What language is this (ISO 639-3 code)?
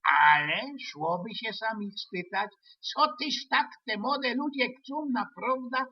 szl